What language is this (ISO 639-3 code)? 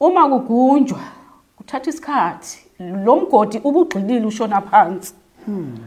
zul